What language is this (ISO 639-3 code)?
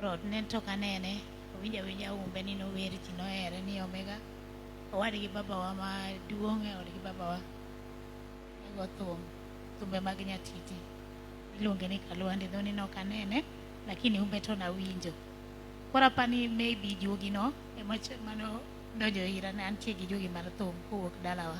luo